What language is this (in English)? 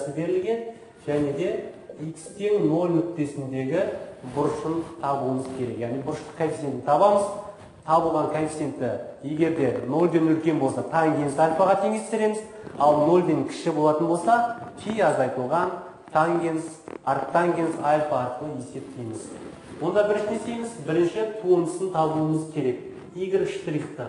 Kazakh